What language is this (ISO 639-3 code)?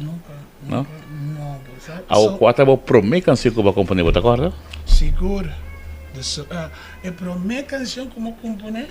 pap